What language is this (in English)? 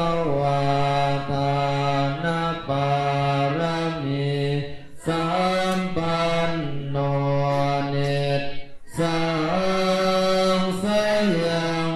Pali